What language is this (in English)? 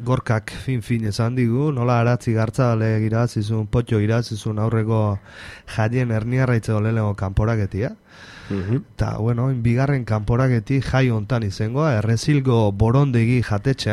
Basque